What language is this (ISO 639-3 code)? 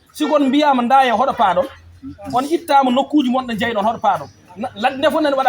ful